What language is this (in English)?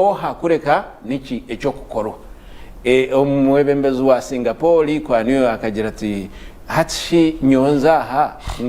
Nyankole